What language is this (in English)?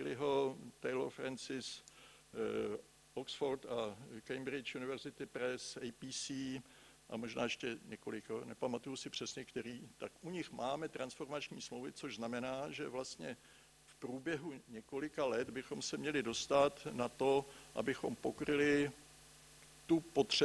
Czech